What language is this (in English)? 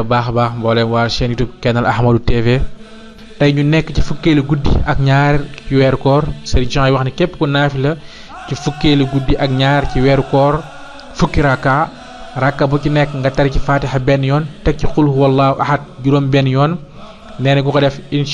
Wolof